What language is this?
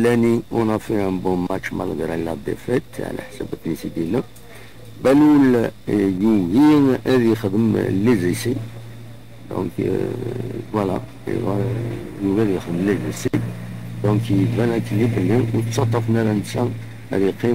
Kabyle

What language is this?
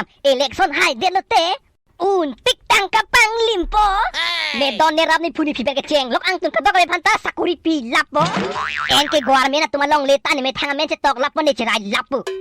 Karbi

